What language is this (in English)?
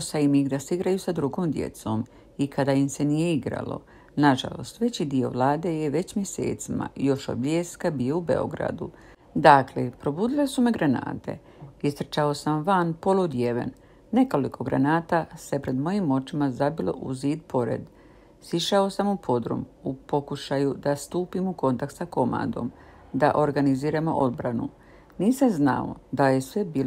Croatian